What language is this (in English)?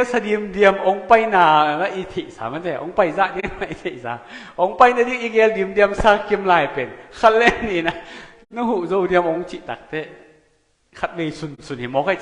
Tedim Chin